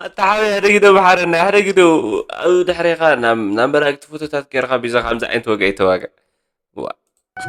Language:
Tigrinya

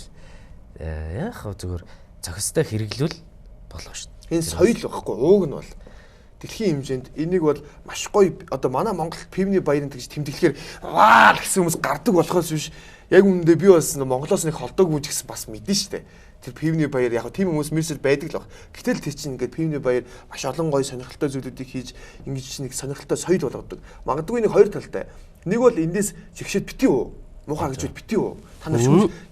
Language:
Mongolian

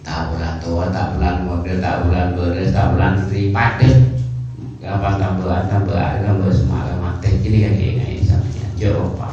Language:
Madurese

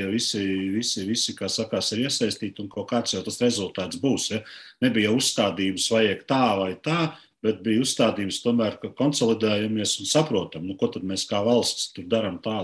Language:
Latvian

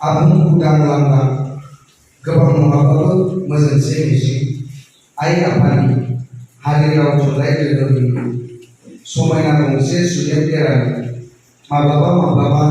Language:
Bodo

